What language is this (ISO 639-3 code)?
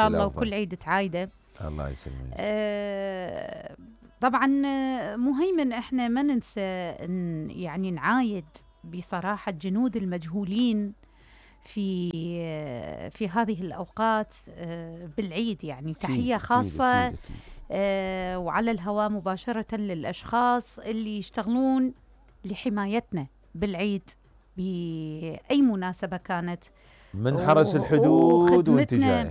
acm